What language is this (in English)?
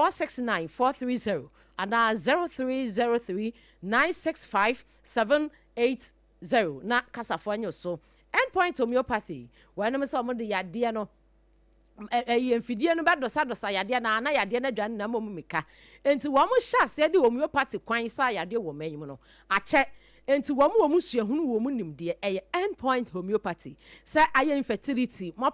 Akan